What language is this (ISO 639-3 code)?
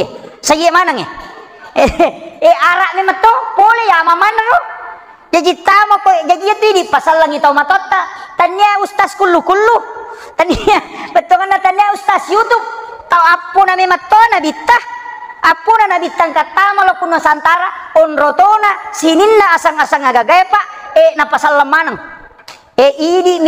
bug